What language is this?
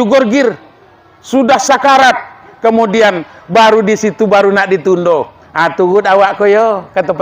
Minangkabau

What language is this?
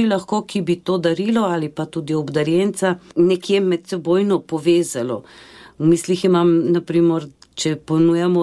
Slovenian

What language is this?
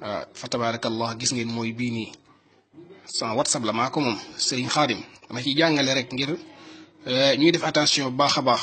Wolof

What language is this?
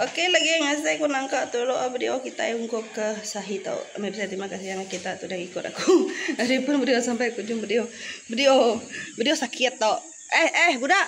Iban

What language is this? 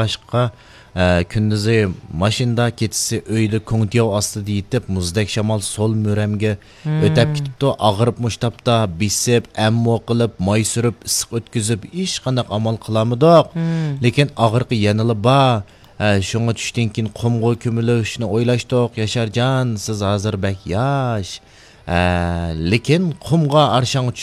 Uyghur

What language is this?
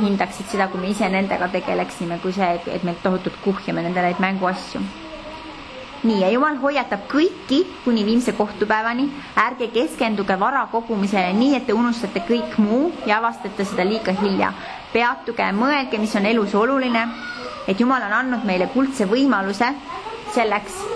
Estonian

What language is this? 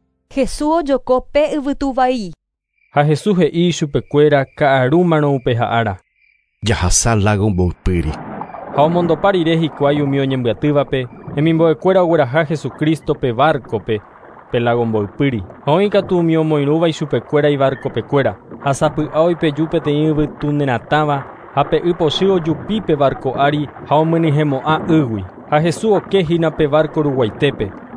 Guarani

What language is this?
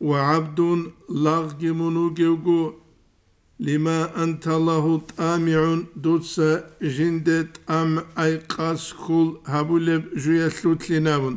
Avaric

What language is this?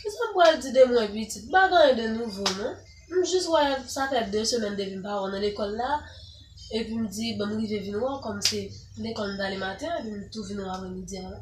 Haitian Creole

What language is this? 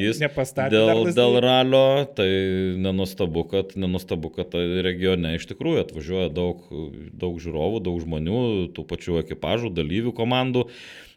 Lithuanian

